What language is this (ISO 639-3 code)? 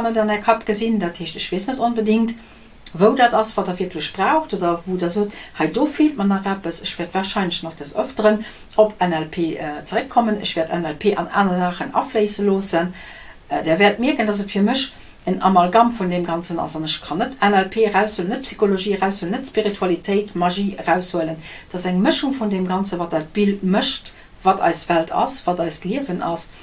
ltz